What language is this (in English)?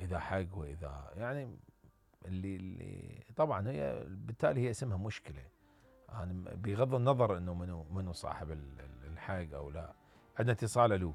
Mesopotamian Arabic